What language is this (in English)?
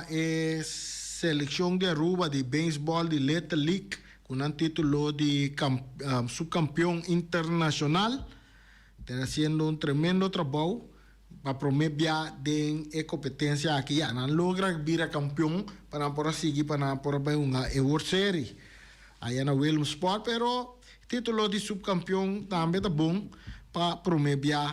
Papiamento